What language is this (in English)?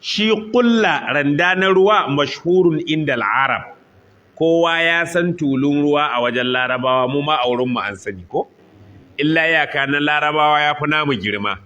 Hausa